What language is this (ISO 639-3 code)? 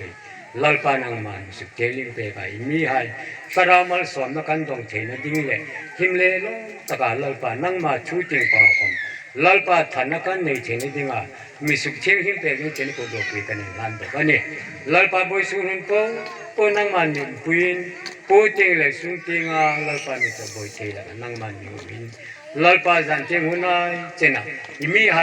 hmr